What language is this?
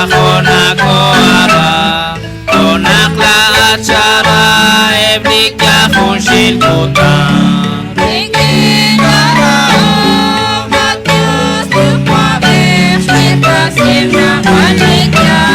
Kekchí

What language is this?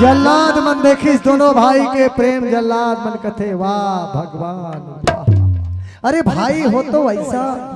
Chhattisgarhi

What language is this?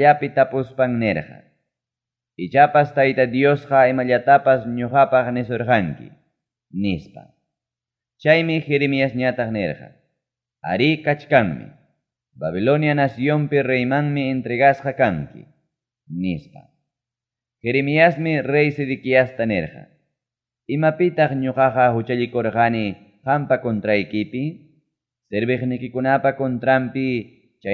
Ayacucho Quechua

